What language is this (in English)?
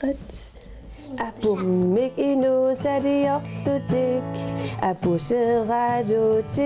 Kalaallisut